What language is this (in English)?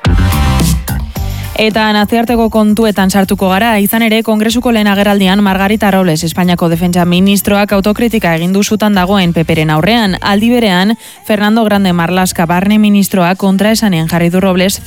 Basque